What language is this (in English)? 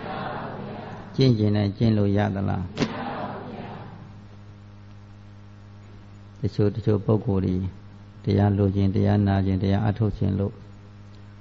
Burmese